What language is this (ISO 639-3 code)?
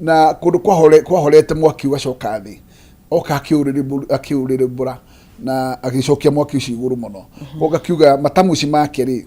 kik